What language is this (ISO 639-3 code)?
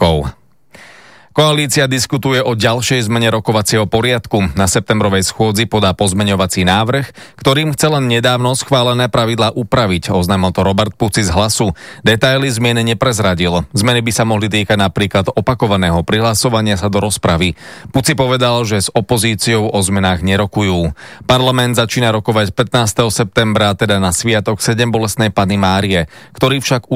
slk